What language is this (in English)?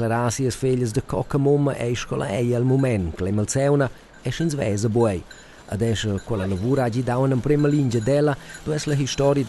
Romansh